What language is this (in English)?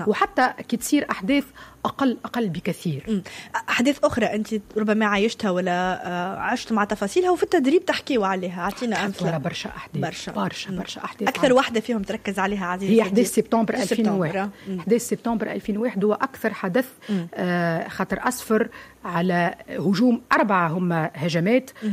Tunisian Arabic